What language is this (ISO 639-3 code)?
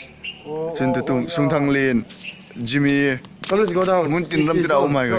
hmr